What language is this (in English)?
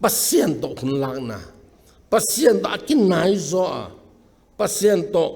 Tedim Chin